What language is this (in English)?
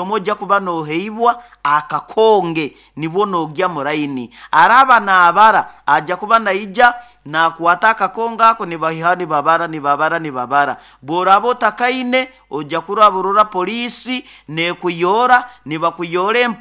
Nyoro